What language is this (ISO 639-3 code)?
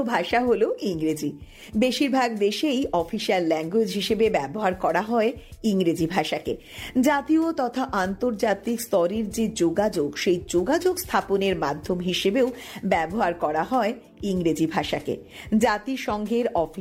ben